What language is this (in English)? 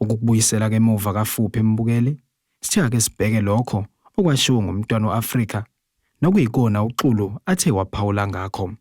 Zulu